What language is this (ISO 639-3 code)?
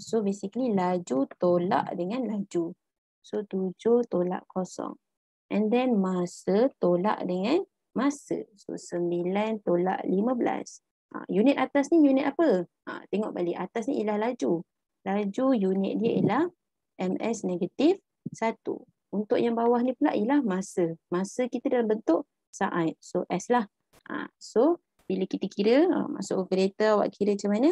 msa